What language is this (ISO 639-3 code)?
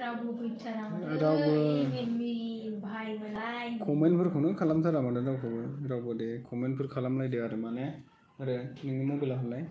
brx